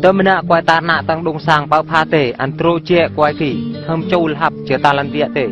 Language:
Eastern Bru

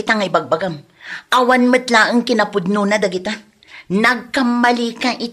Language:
Iloko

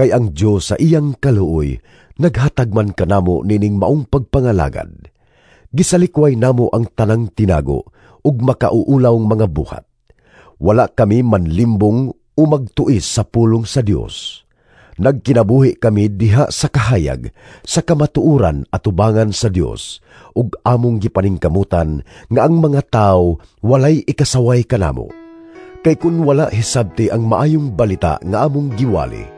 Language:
Cebuano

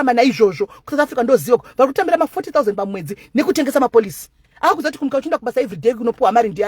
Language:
Shona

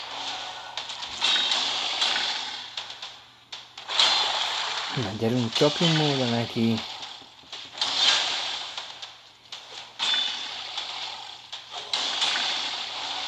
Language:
Hungarian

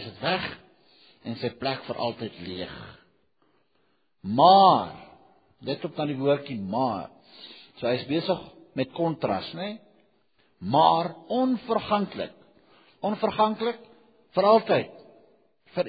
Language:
Afrikaans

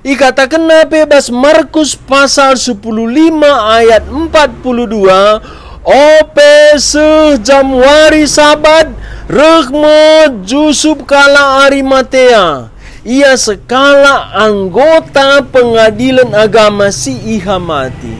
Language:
Batak Karo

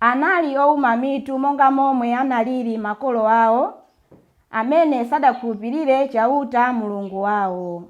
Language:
Nyanja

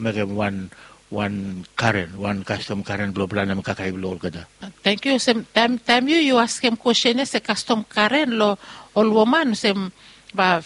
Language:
Bislama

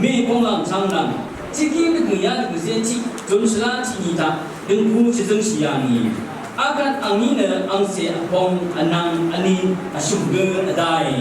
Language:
Rawang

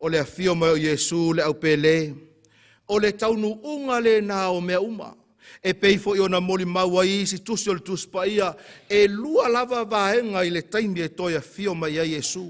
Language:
Samoan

